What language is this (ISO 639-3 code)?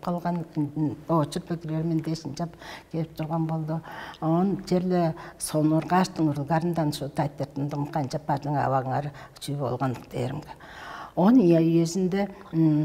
tyv